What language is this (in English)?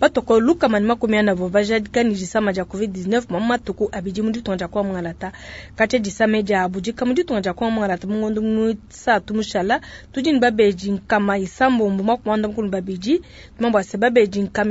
Luba-Lulua